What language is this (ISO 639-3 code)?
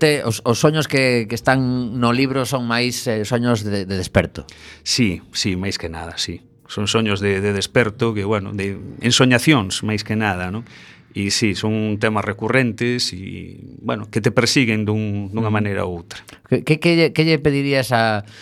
glg